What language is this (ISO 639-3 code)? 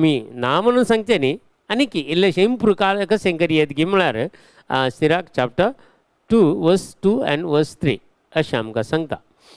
kok